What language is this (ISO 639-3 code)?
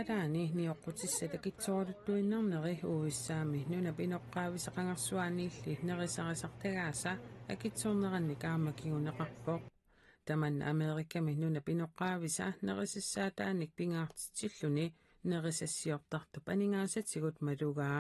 kal